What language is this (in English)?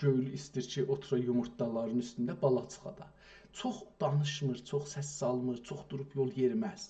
South Azerbaijani